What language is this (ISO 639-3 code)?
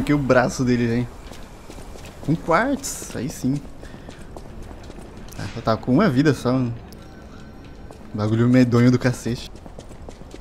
por